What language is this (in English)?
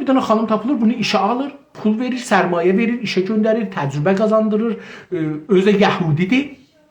South Azerbaijani